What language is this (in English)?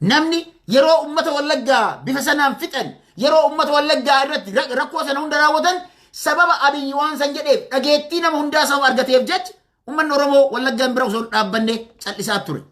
Oromo